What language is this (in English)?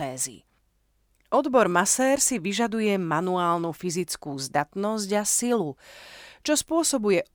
Slovak